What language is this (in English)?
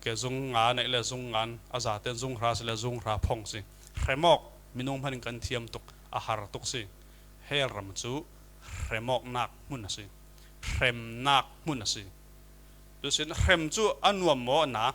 Falam Chin